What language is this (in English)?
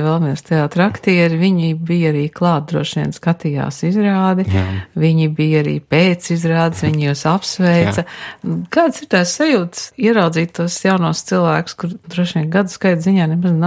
Latvian